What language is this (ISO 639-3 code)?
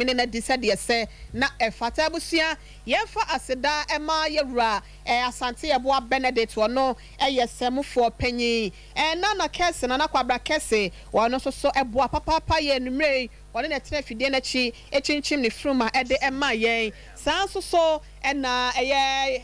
aka